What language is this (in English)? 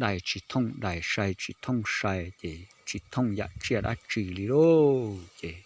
Hmong